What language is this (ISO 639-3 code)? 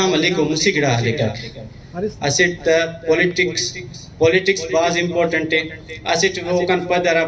brh